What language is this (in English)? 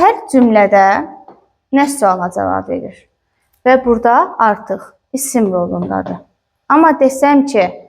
Azerbaijani